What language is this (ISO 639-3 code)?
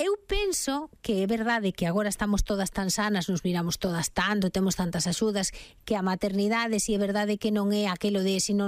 glg